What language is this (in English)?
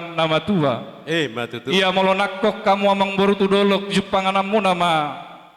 Batak Toba